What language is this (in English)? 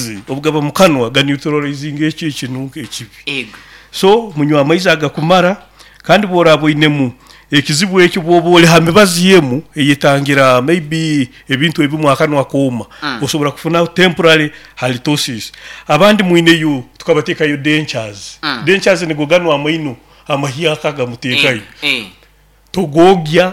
Nyoro